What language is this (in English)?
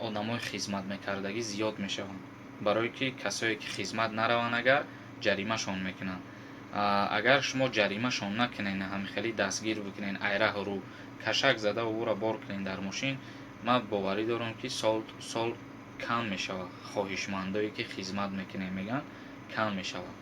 Tajik